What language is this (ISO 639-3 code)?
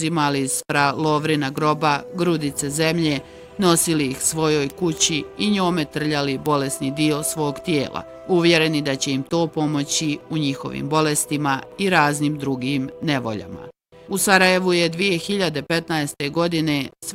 bos